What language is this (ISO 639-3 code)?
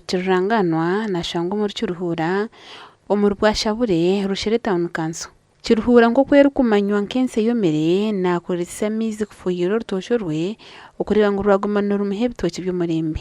nyn